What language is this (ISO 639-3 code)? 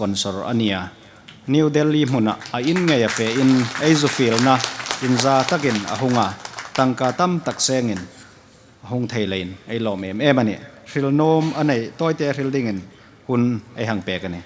hmr